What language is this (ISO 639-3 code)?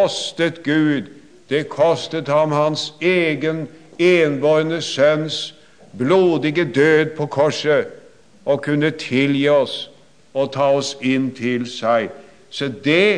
nor